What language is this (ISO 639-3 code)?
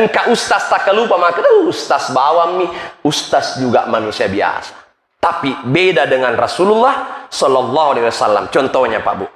bug